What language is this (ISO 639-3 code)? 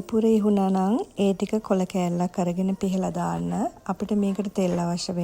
sin